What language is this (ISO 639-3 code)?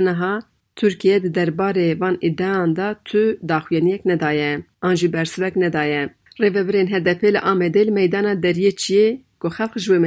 kur